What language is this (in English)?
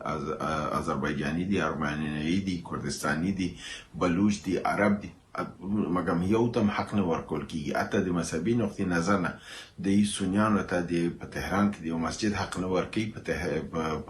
Pashto